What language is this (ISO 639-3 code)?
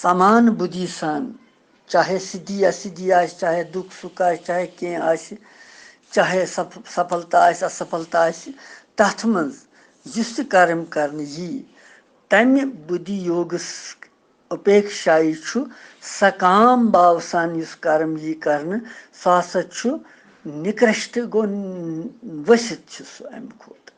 kas